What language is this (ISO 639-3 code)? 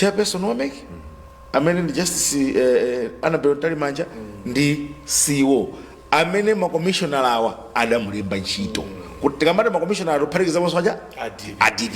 nya